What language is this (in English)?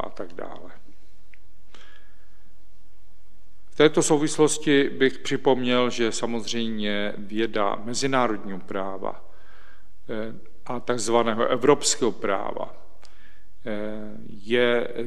Czech